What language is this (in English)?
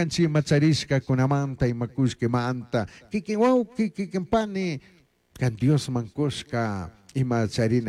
Chimborazo Highland Quichua